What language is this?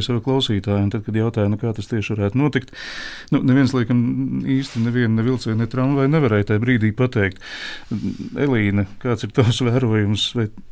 Latvian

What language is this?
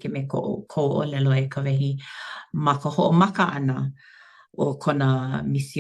Hawaiian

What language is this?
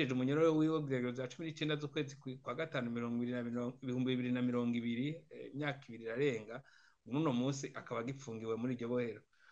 Rundi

